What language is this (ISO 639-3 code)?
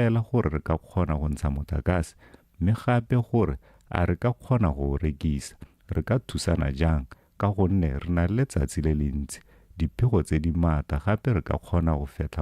tsn